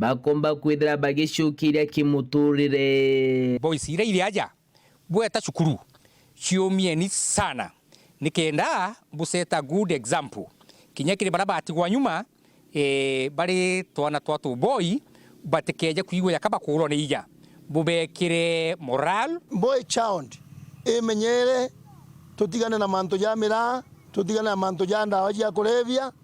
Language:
Meru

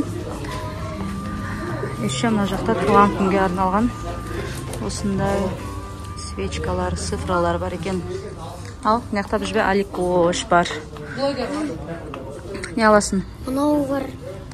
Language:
Kazakh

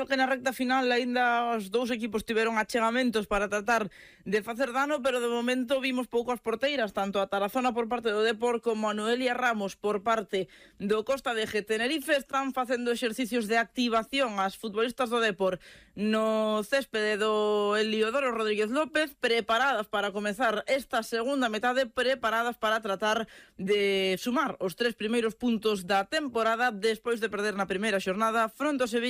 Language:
Galician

